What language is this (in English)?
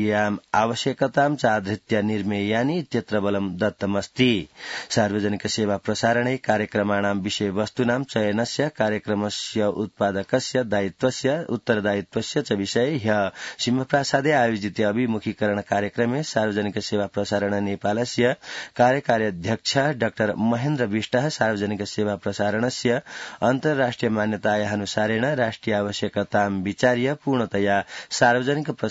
Sanskrit